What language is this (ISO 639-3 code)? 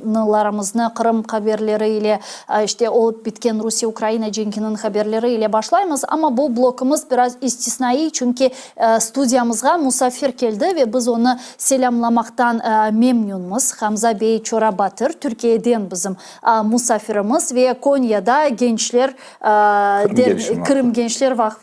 crh